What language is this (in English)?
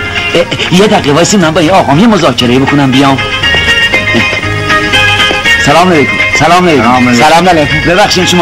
Persian